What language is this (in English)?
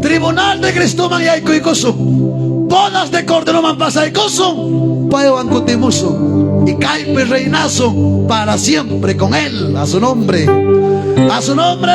Ayacucho Quechua